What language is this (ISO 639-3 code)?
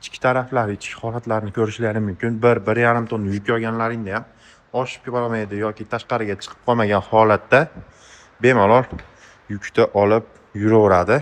uzb